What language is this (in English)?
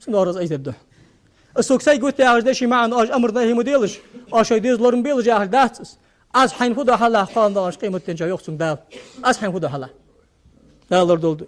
Ingush